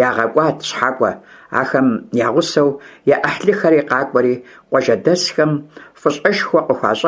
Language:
Kabardian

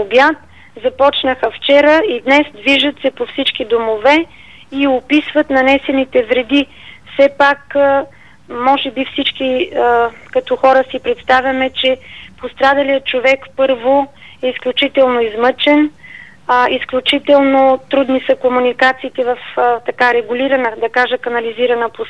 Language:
Bulgarian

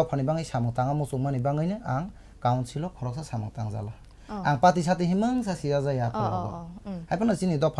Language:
Kok Borok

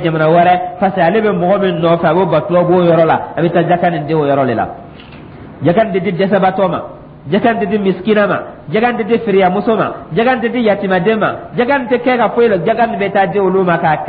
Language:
Dyula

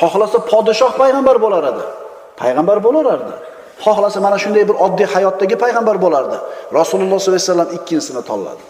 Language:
Uzbek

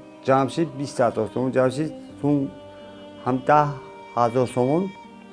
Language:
Tajik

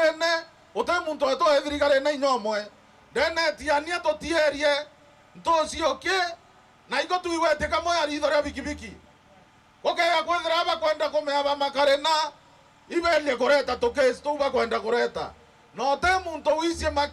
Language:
Meru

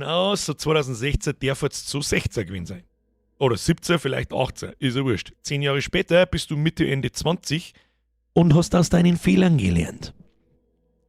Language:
Bavarian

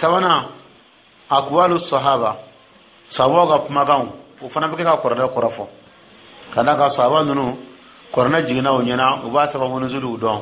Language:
Dyula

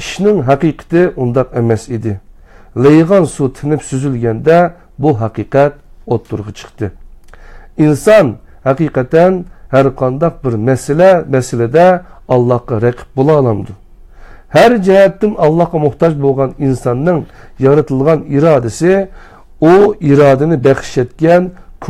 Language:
Uyghur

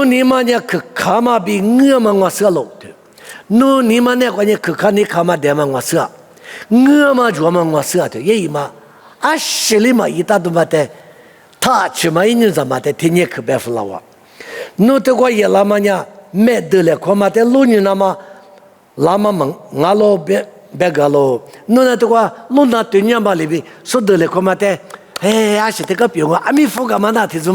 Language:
Lisu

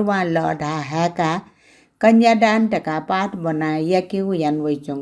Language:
Newari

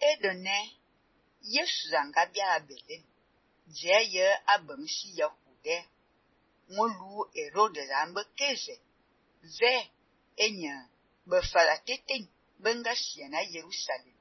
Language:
Fang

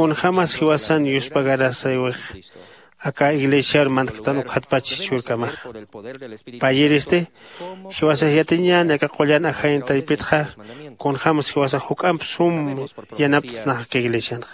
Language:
Aymara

